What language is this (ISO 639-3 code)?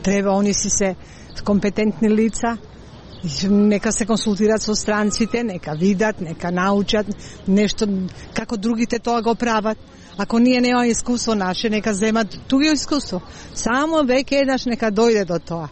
mkd